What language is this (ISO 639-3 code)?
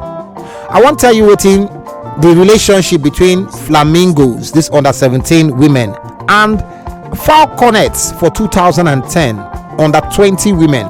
pcm